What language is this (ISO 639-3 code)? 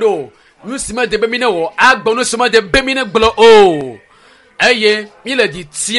ewe